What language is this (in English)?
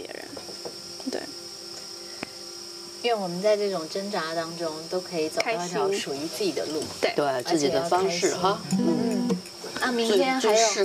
Chinese